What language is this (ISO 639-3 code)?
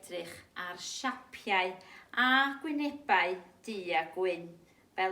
cym